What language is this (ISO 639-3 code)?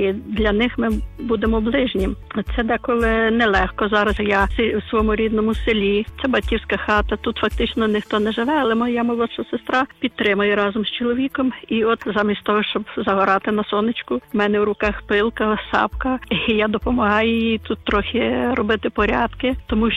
ukr